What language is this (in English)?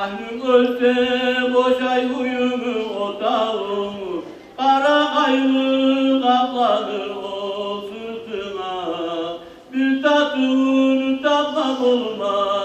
Kumyk